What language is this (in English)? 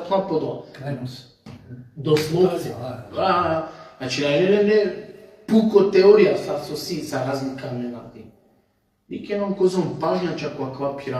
Balkan Romani